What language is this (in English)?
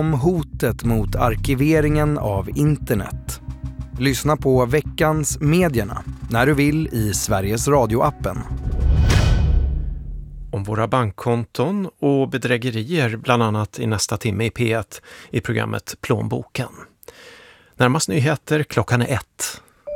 Swedish